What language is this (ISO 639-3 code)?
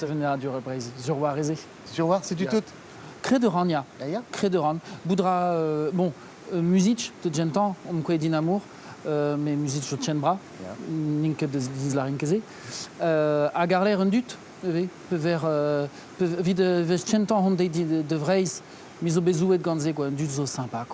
bre